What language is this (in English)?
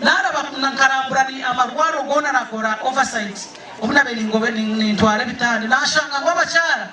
Nyankole